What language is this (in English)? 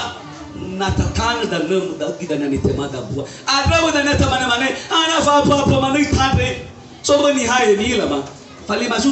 Nias